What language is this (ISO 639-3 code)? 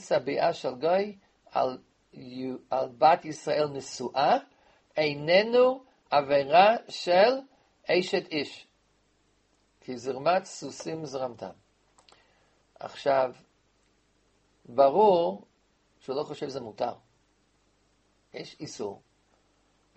heb